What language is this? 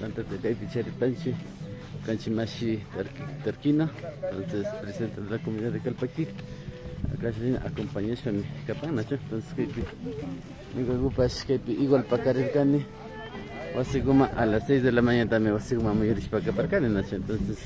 Imbabura Highland Quichua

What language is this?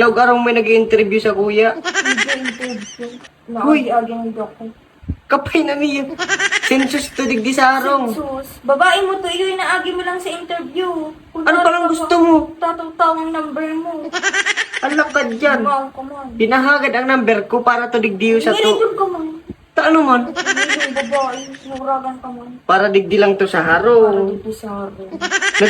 Bikol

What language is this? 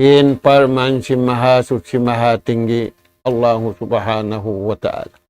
Tausug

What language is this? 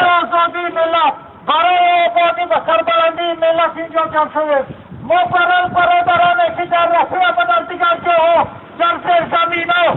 Tajik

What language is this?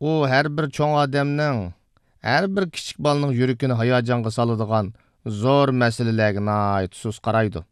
Uyghur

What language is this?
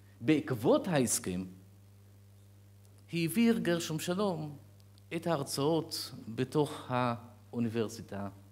Hebrew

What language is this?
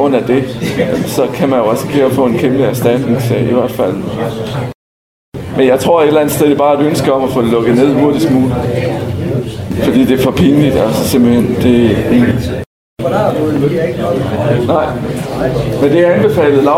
Danish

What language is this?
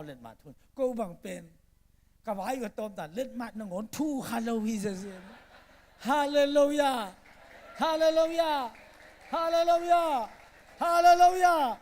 Tedim Chin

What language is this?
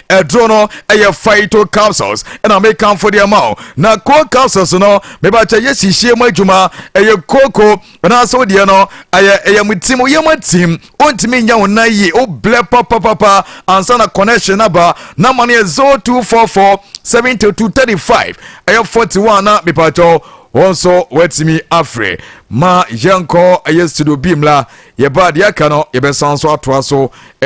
Akan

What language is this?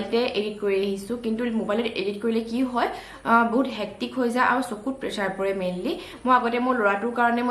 Assamese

